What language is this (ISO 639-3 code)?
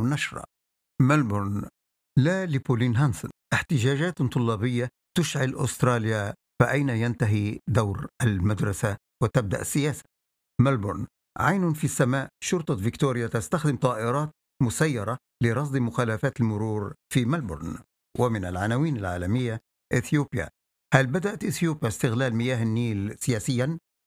ara